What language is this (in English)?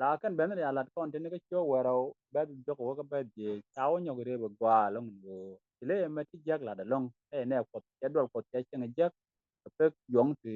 Nuer